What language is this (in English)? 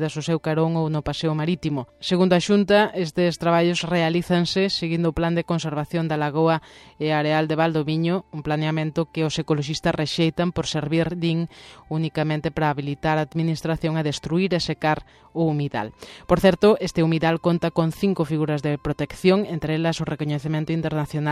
Galician